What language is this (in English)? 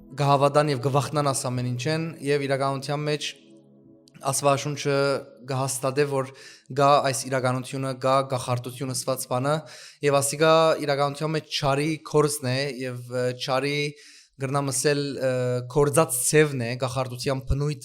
Western Armenian